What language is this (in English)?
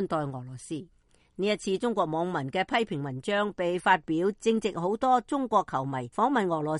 Cantonese